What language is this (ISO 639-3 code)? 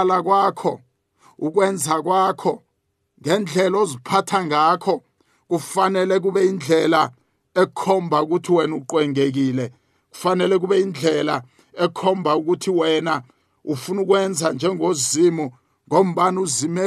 nbl